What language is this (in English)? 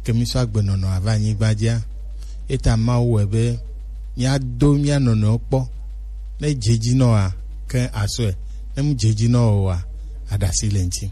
Gen